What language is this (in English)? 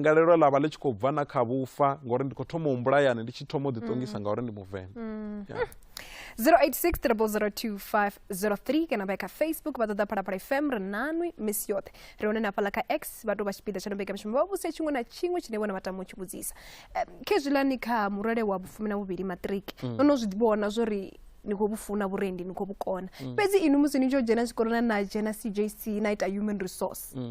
Venda